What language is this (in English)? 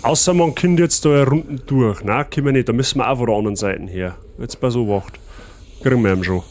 Bavarian